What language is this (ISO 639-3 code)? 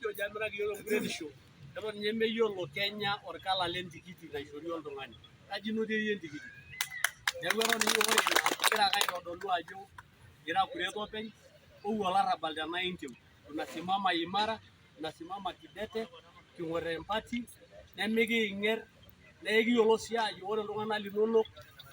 mas